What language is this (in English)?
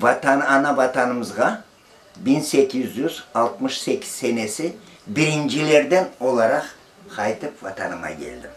Crimean Tatar